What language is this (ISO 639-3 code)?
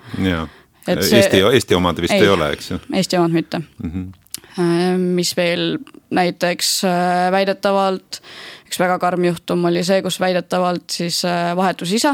est